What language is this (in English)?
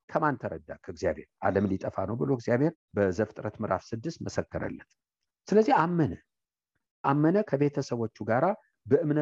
Amharic